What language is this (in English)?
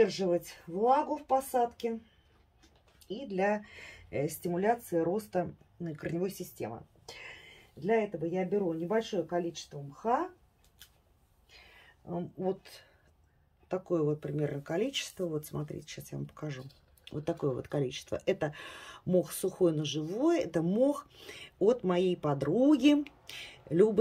Russian